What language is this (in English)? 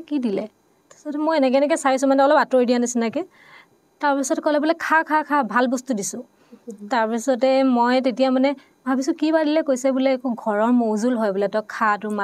Assamese